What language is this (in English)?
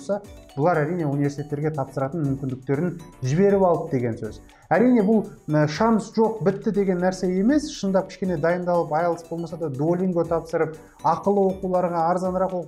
Kazakh